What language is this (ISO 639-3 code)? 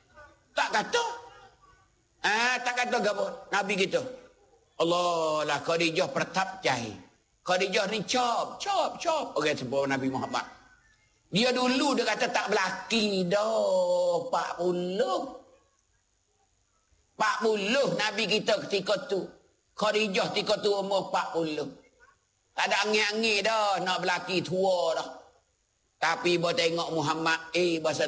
msa